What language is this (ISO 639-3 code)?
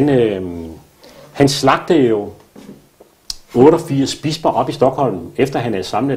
dan